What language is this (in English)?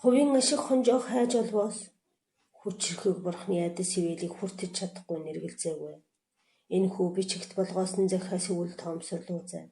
Mongolian